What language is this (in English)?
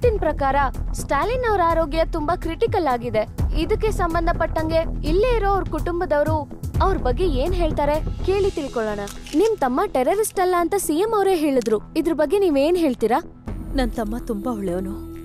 Kannada